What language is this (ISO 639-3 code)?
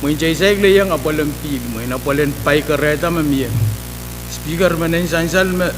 pon